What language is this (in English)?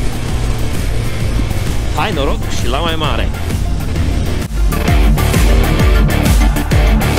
Romanian